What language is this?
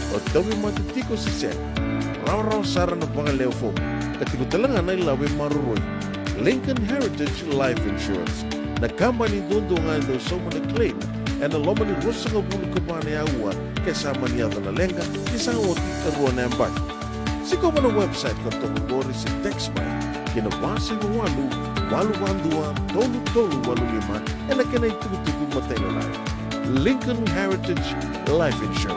Fijian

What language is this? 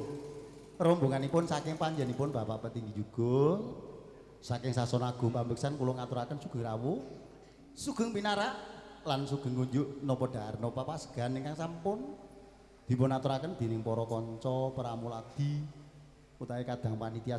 Javanese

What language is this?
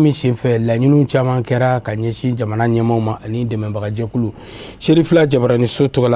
Bambara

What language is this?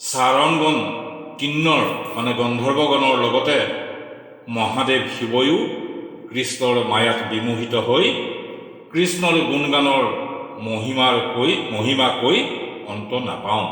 Assamese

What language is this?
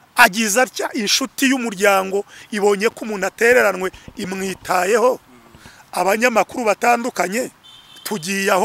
Kinyarwanda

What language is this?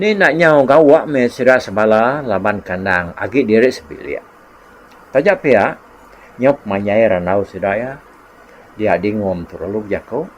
Iban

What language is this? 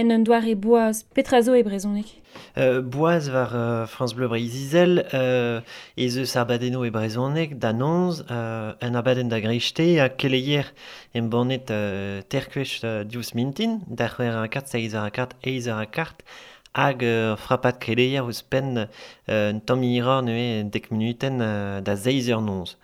Breton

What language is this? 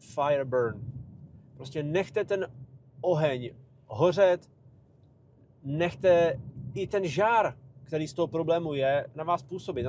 Czech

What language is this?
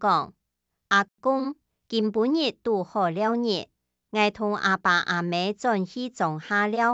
Hakka Chinese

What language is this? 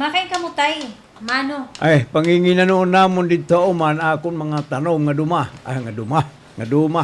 Waray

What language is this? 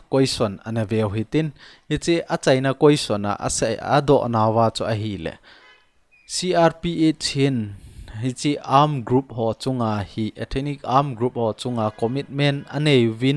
Thado Chin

